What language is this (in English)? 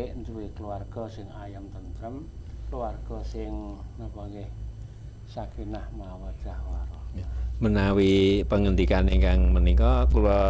Javanese